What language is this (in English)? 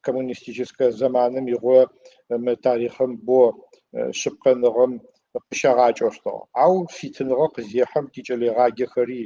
Adyghe